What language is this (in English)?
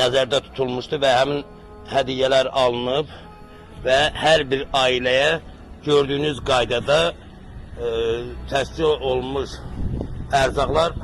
Azerbaijani